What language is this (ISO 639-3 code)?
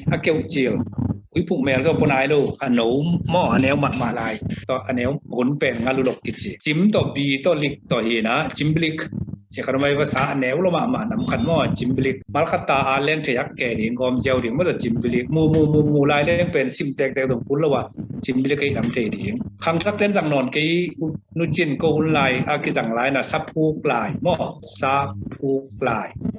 ctd